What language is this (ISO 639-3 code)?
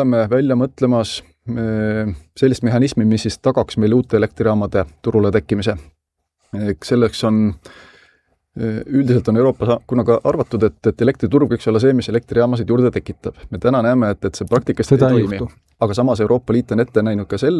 est